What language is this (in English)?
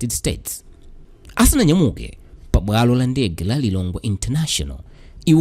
Nyanja